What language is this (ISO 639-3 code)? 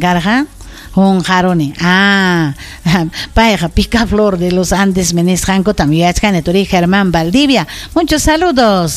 quy